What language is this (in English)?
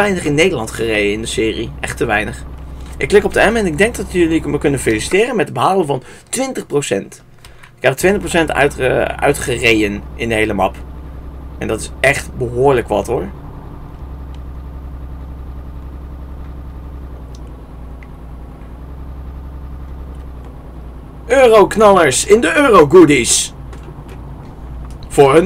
Dutch